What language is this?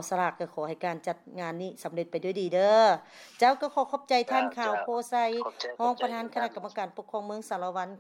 Lao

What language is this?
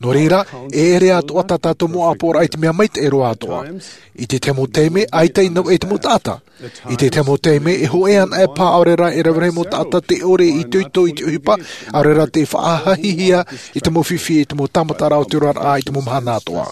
Tahitian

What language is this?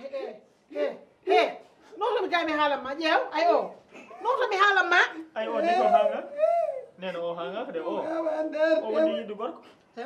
Fula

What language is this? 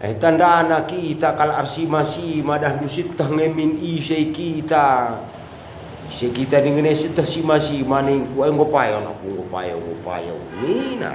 Batak Karo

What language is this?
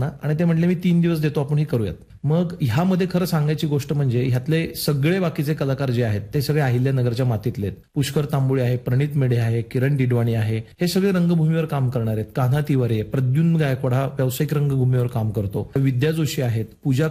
Marathi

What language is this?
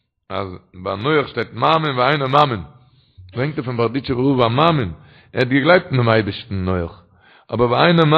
Yiddish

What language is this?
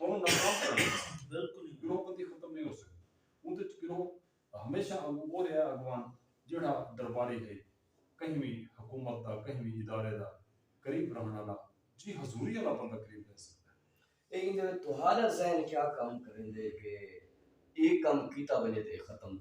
Saraiki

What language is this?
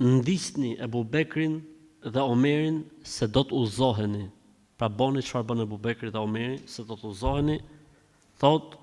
Albanian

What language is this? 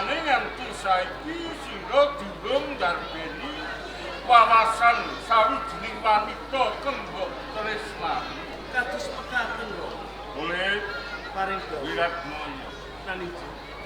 Javanese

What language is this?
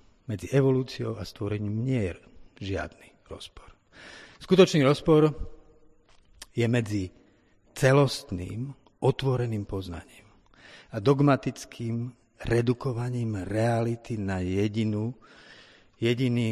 Slovak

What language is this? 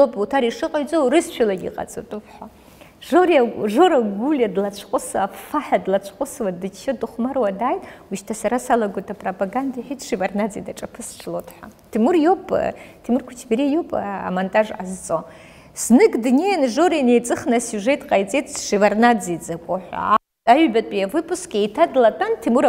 Abkhazian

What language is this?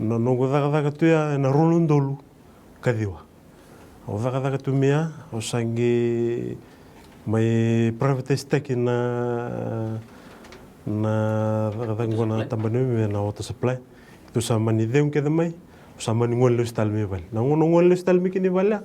Fijian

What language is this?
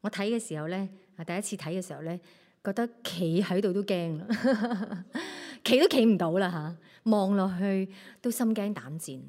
Cantonese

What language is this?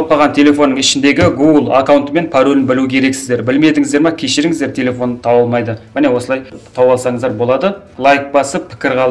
Kazakh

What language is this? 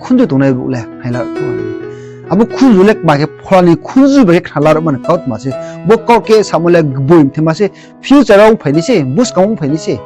Riang (India)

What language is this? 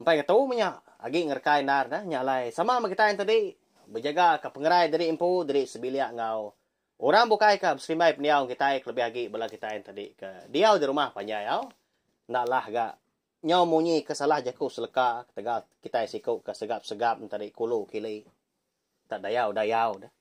Iban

